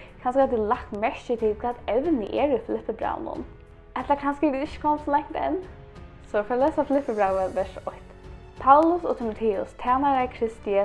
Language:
Faroese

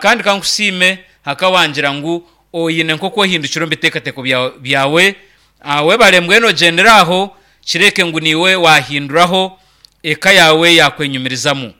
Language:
Nyankole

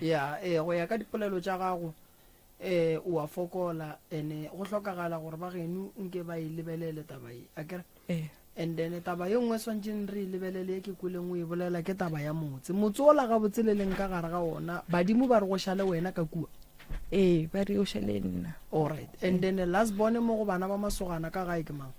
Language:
Northern Sotho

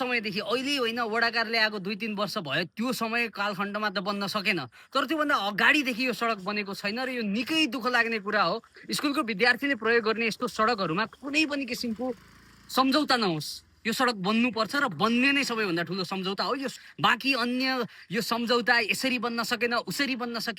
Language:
Nepali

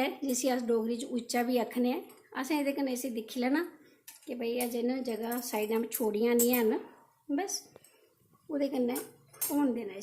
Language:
Dogri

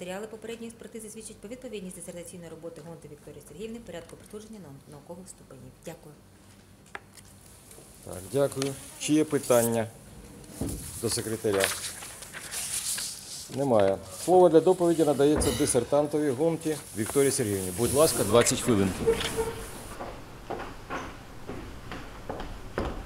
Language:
Ukrainian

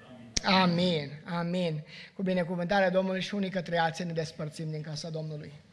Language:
Romanian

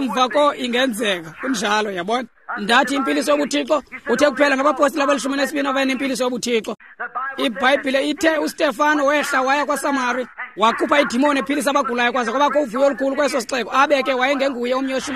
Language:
Xhosa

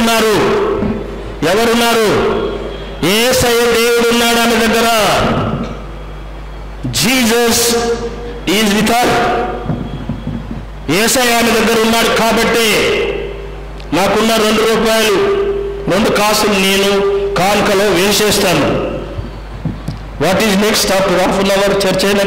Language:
Telugu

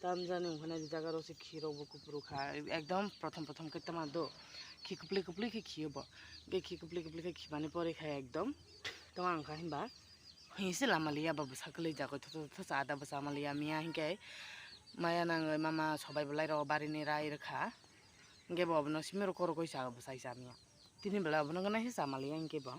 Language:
Kok Borok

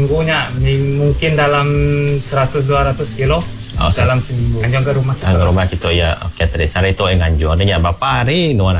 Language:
Iban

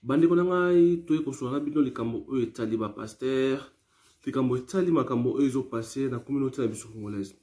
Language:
Lingala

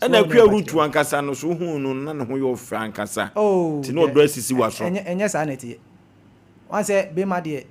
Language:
Akan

